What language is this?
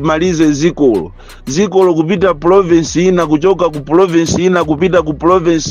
Nyanja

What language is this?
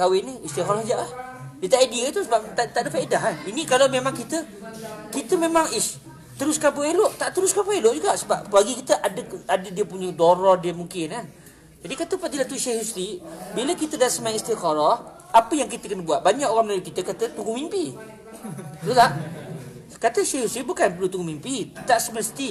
Malay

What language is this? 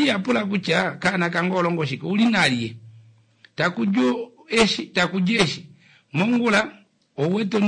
Kuanyama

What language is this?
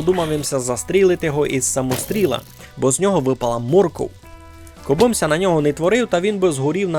Rusyn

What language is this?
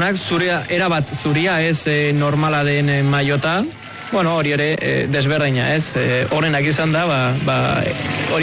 Basque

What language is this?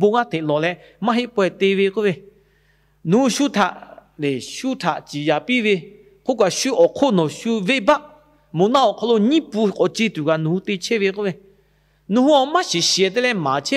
Lahu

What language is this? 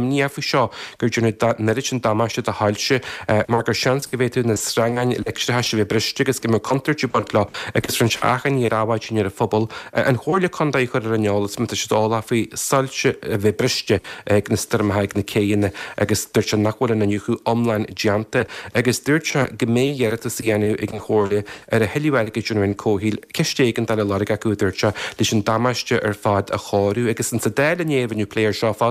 Irish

